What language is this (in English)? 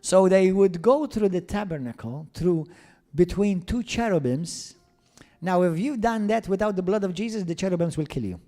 English